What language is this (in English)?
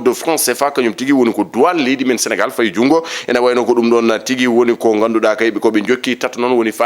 Fula